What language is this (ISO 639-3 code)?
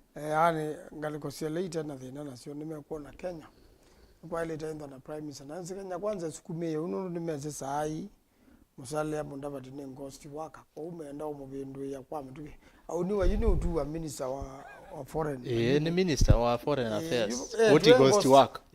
kam